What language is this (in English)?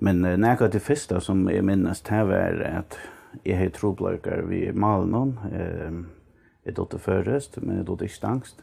Faroese